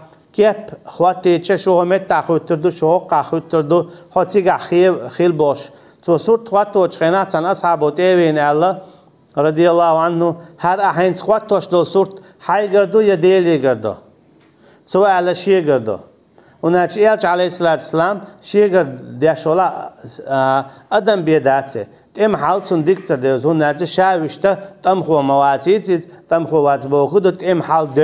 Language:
Chechen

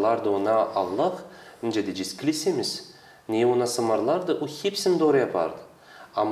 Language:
Gagauz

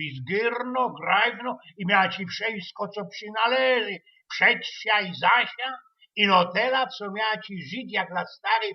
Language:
Silesian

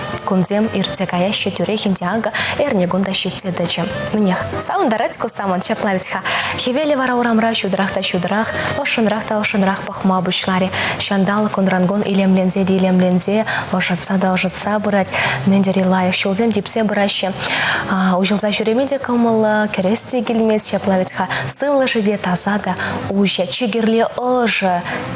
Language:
Chuvash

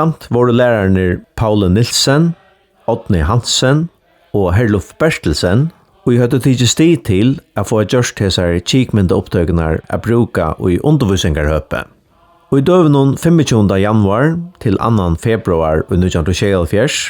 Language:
Faroese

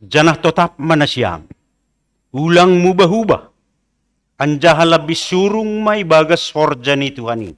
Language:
Batak Simalungun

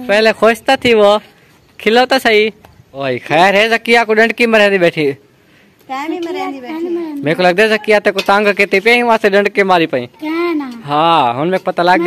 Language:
Saraiki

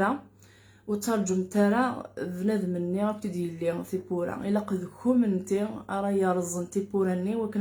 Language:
Kabyle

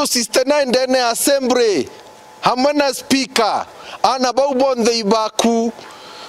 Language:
Meru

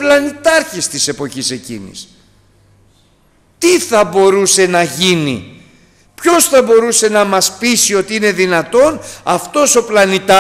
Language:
Greek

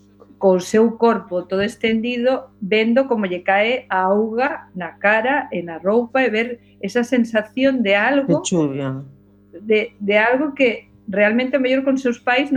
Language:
Galician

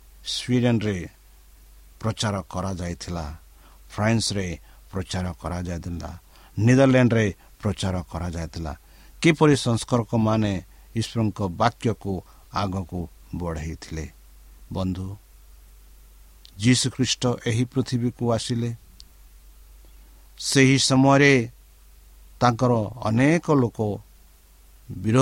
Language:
Odia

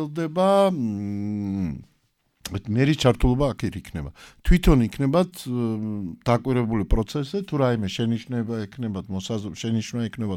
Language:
Georgian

